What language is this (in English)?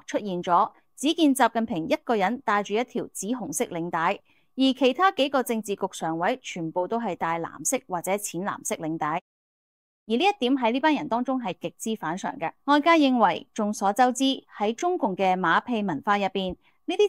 Cantonese